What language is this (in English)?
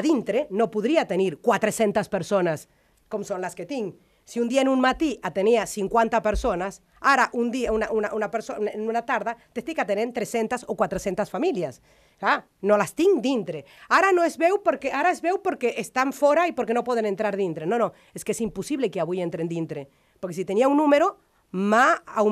Catalan